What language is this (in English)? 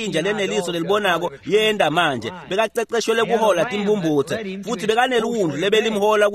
Swati